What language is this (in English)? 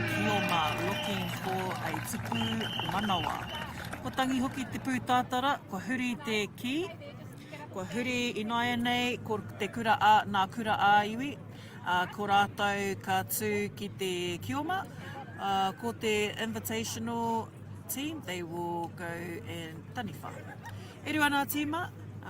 Māori